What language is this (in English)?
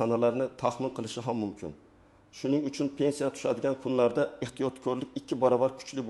Uzbek